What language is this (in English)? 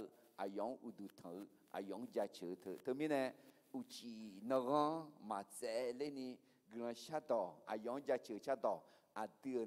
Akha